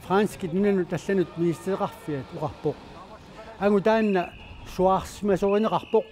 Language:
Kalaallisut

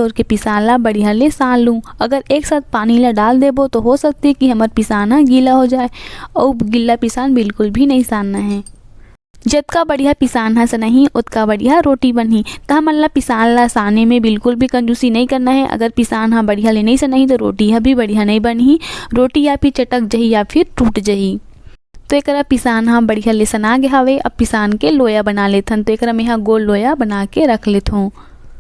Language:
Chhattisgarhi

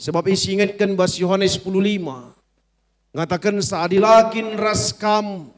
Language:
Batak Karo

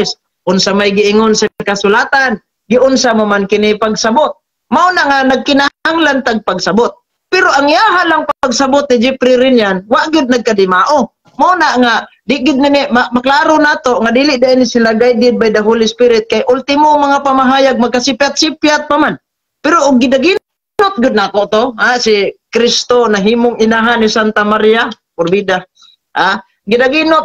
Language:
Cebuano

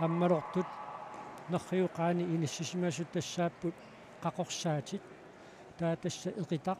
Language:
Kalaallisut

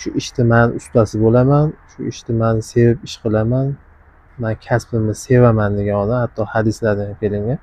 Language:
Uzbek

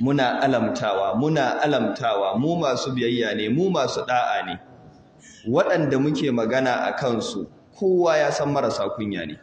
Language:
Hausa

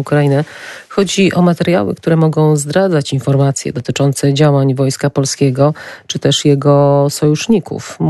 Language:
Polish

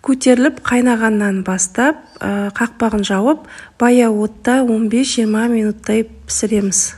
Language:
Kazakh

